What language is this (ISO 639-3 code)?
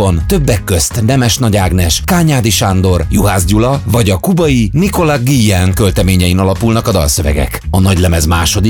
hun